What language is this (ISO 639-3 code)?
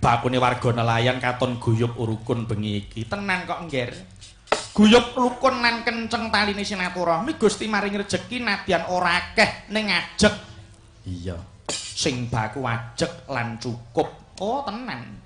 jav